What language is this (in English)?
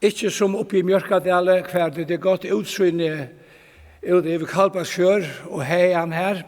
Faroese